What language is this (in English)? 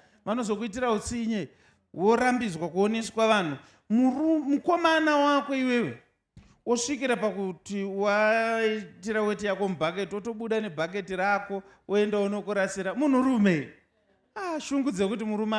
Shona